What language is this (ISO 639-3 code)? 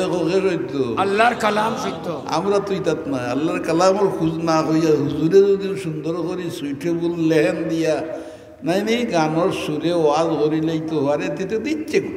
syl